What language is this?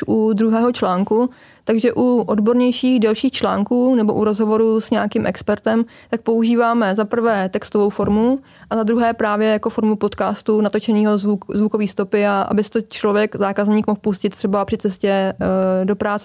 Czech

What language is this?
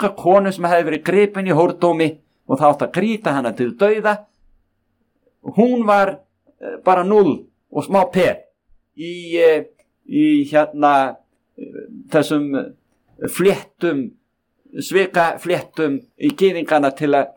Icelandic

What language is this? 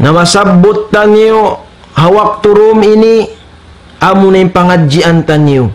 Tausug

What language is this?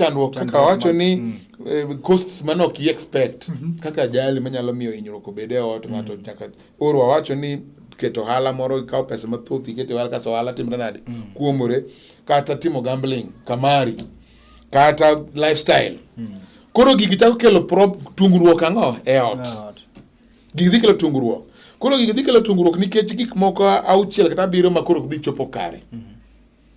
Luo (Kenya and Tanzania)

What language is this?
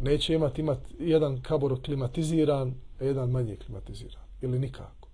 Bosnian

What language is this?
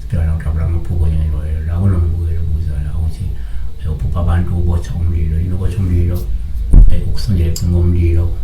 Zulu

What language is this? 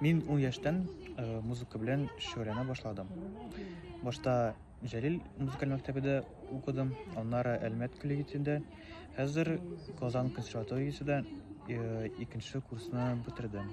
Tatar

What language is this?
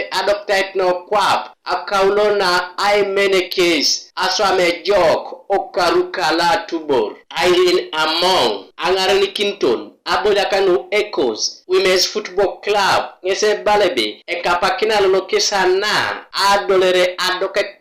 Teso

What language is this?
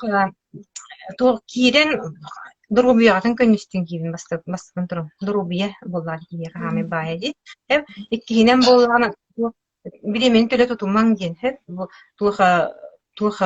Yakut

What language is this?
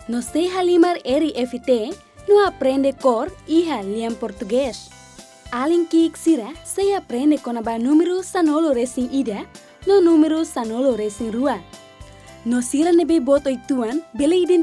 Tetum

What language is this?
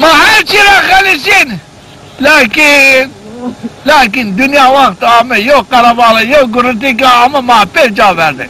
Zaza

